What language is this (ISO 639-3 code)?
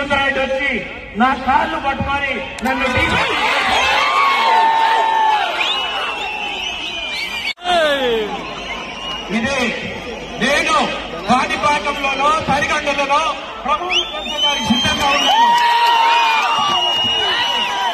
tel